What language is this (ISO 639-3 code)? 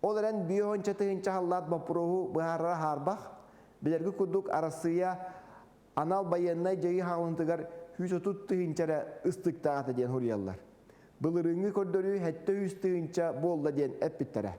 sah